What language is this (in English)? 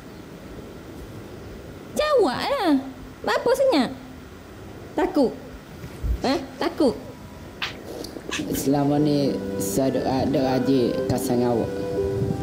Malay